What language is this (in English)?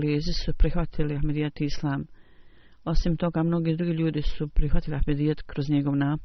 Bosnian